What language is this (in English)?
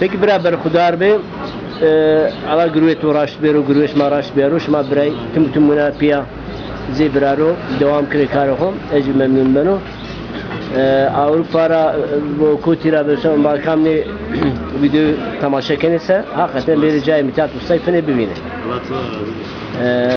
Zaza